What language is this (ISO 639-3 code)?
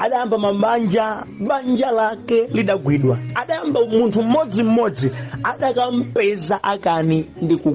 nya